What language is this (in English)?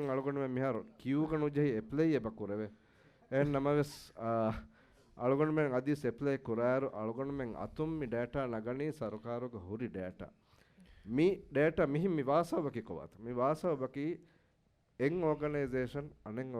Divehi